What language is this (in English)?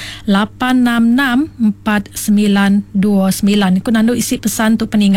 Iban